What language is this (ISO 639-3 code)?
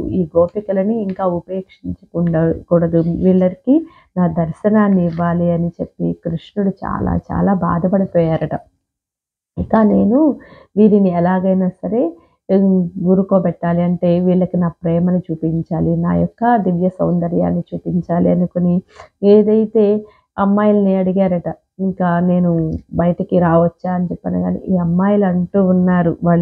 tel